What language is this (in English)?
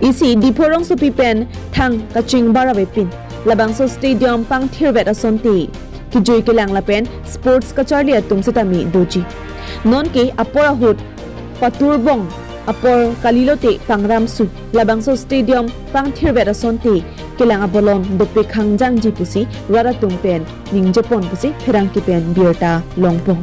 Karbi